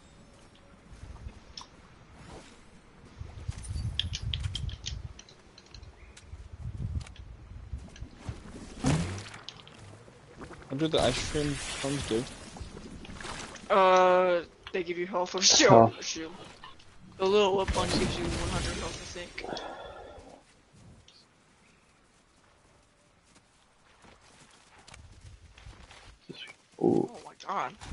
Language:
English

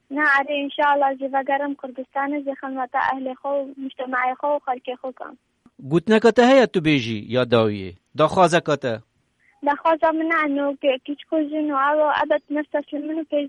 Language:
Kurdish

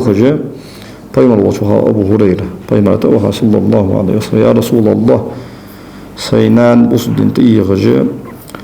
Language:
Ingush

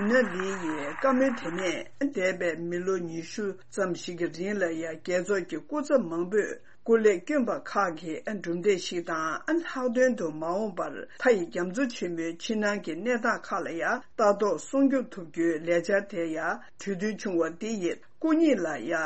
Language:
Tibetan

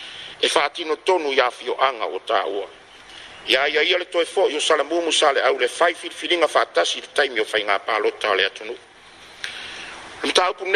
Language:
Samoan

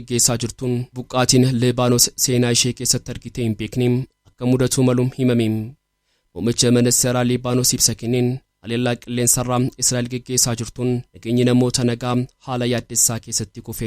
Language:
Oromo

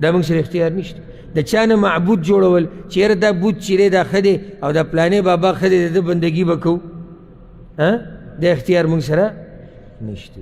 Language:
Pashto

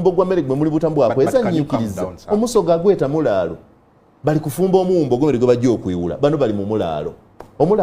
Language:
Ganda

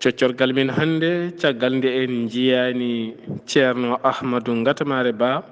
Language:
Fula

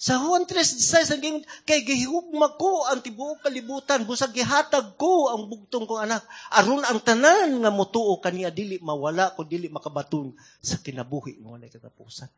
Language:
Cebuano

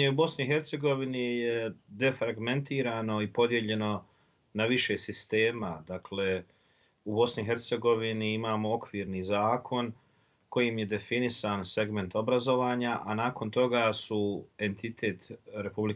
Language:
Bosnian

